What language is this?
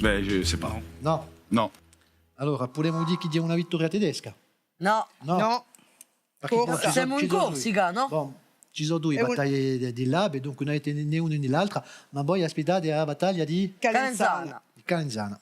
Corsican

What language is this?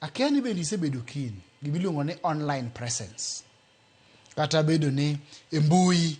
Luo (Kenya and Tanzania)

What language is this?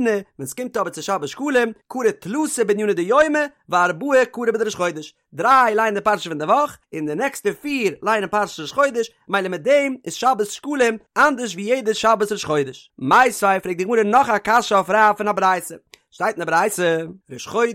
Yiddish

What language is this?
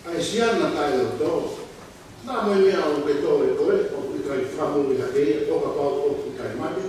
Tongan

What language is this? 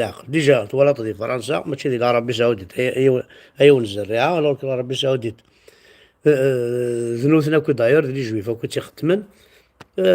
Kabyle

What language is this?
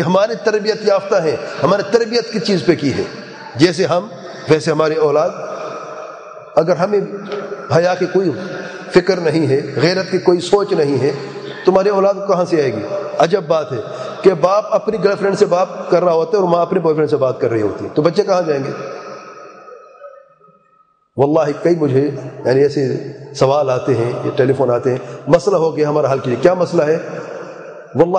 Urdu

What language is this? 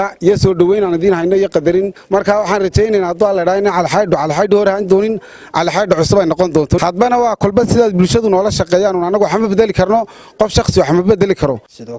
Somali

